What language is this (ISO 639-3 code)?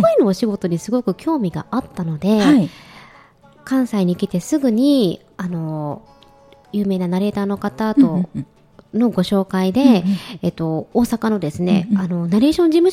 jpn